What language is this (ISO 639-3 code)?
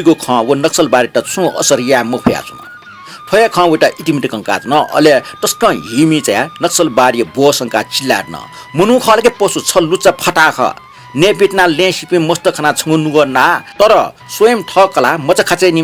new